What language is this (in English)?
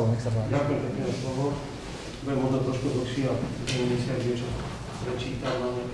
Slovak